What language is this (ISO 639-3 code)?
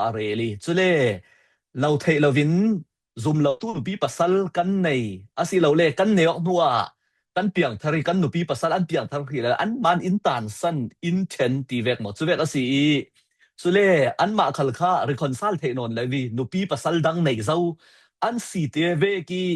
cfm